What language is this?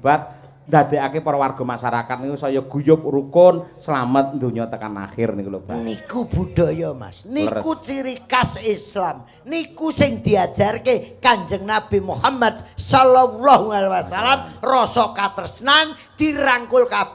Javanese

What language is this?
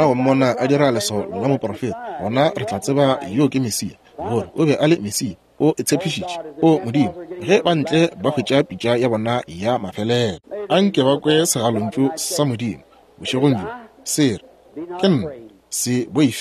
Northern Sotho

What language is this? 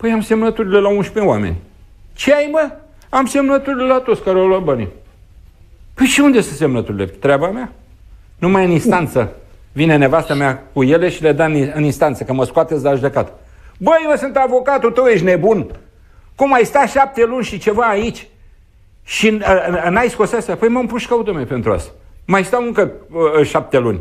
Romanian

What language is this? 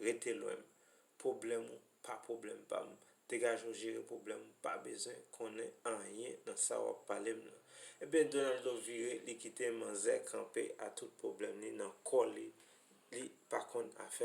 Haitian Creole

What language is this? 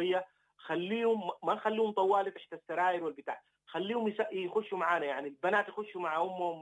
Sudanese Arabic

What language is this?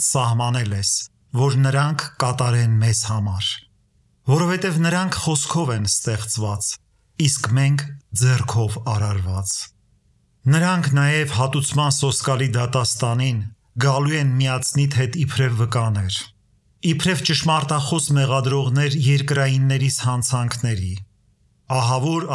Armenian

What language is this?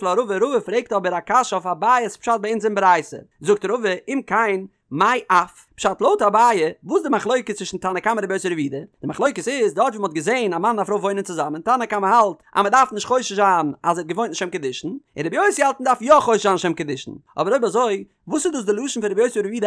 Yiddish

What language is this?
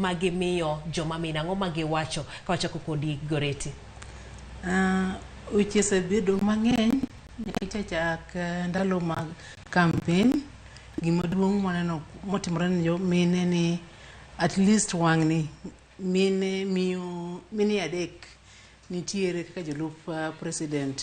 Luo (Kenya and Tanzania)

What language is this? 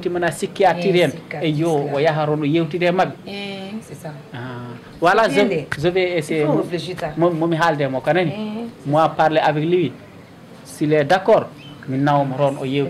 Fula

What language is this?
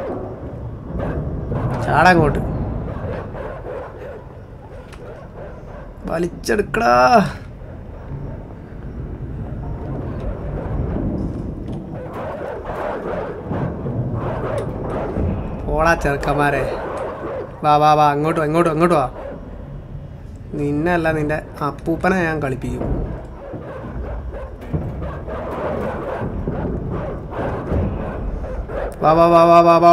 Malayalam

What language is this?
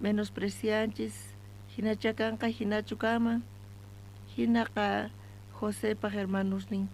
South Bolivian Quechua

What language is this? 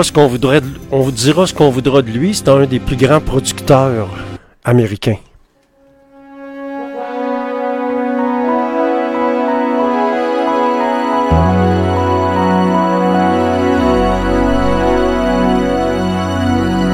French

